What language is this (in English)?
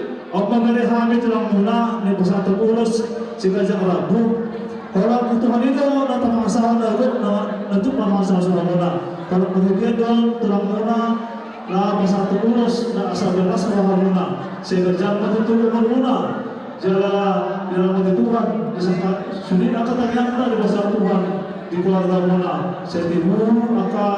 Batak Toba